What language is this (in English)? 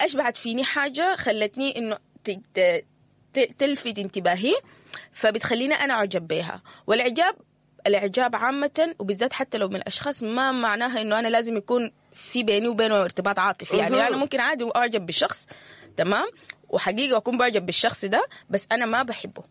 Sudanese Arabic